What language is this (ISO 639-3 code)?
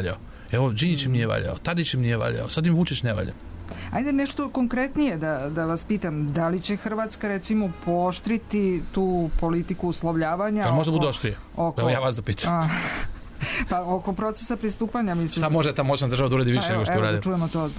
srp